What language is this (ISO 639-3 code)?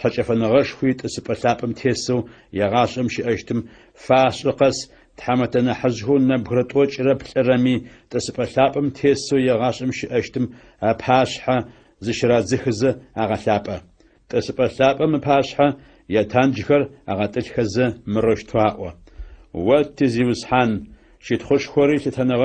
ady